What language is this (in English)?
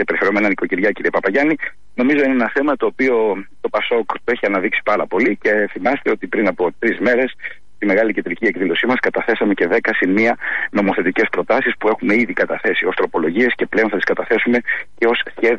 Greek